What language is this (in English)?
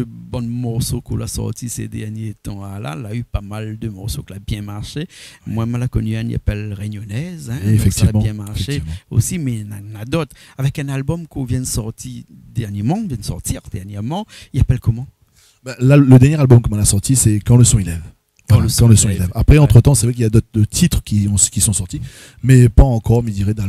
Réunion Creole French